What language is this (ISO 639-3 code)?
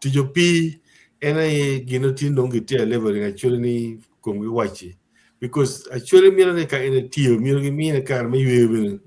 ach